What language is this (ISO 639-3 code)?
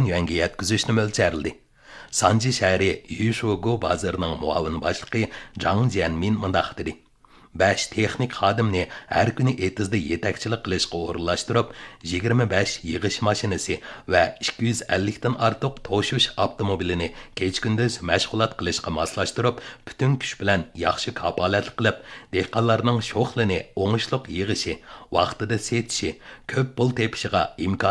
uig